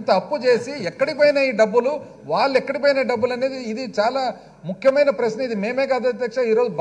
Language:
Telugu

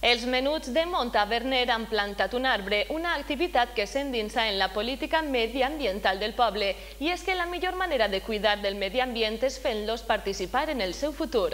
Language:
Catalan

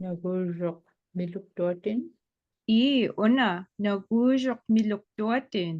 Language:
Inupiaq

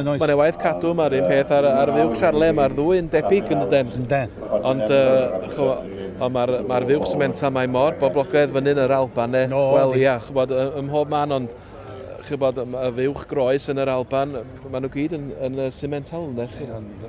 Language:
Welsh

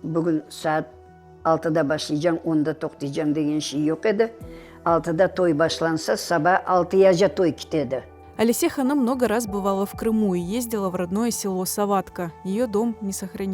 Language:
Crimean Tatar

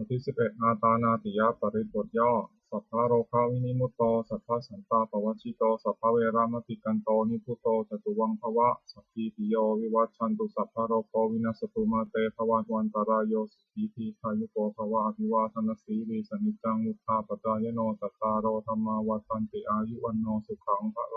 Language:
Pali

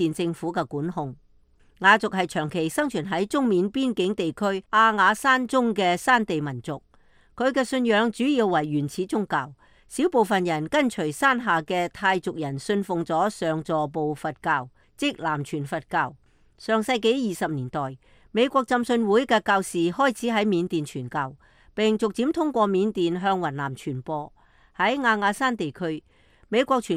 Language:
Cantonese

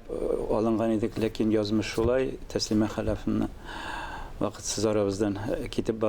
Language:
Tatar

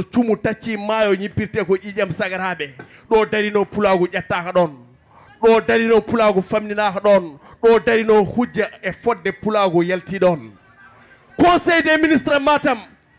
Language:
Fula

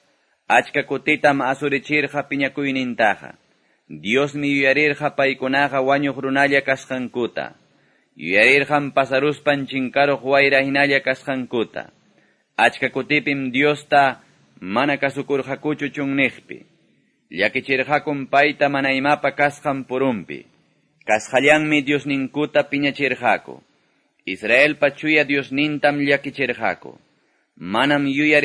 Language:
Quechua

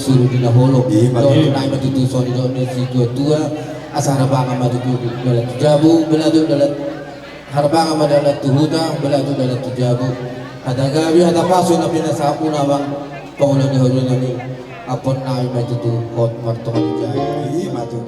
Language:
Batak Toba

